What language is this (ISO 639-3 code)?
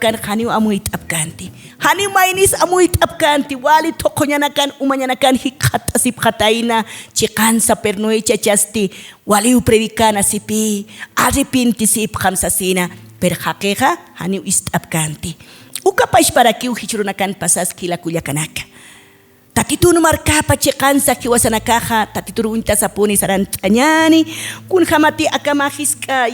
aym